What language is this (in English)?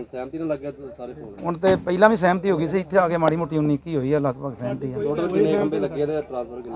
Punjabi